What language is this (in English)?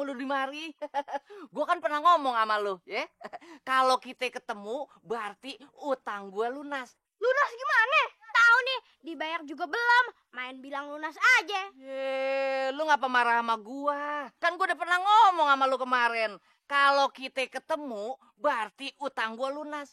Betawi